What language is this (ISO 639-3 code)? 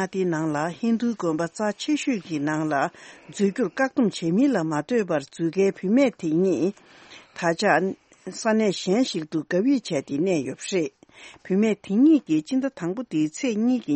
bod